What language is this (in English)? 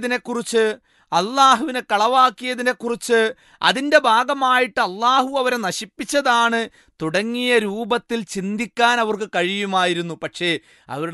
Malayalam